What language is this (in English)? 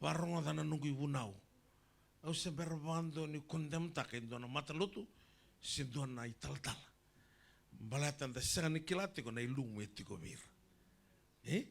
Fijian